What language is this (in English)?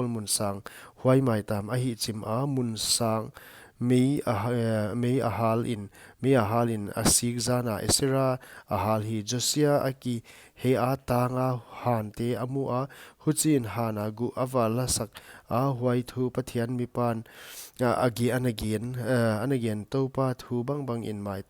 Paite Chin